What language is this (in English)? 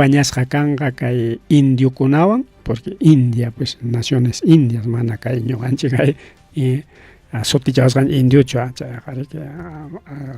Ayacucho Quechua